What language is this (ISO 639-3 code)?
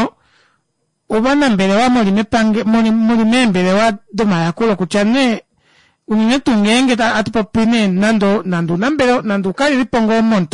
kua